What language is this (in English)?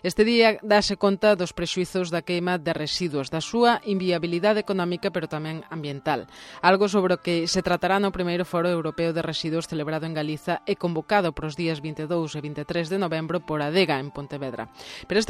Galician